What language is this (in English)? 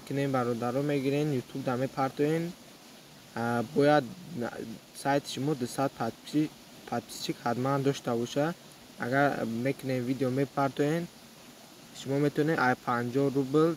Tajik